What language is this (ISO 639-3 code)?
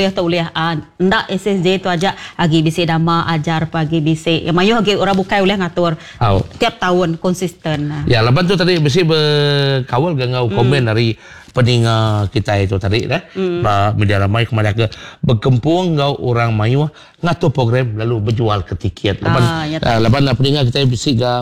iba